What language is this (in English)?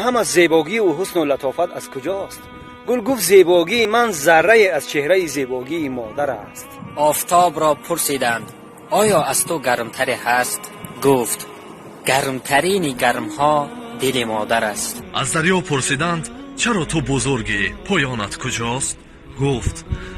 Tajik